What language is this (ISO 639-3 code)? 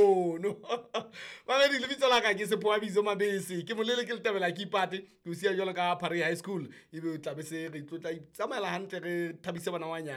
sot